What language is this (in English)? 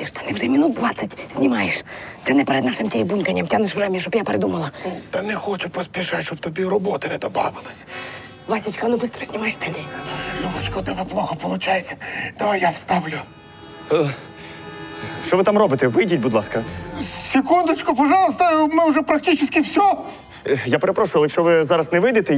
Ukrainian